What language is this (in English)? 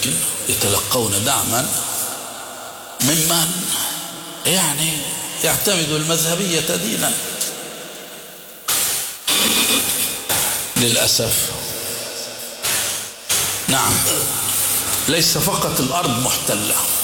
Arabic